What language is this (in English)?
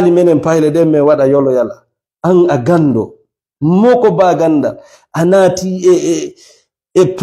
Fula